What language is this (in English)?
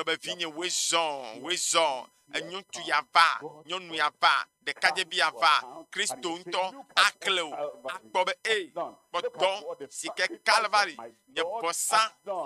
Ewe